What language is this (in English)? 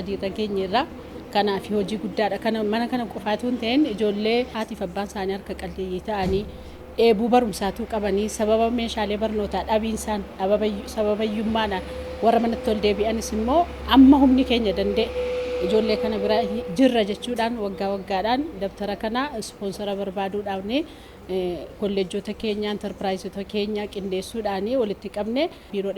Oromo